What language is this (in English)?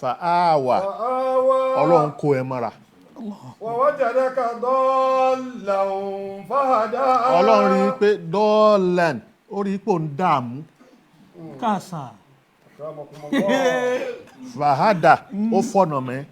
Yoruba